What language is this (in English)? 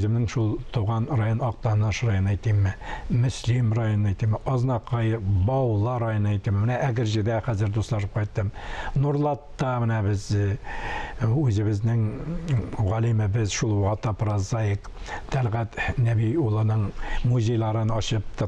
Tatar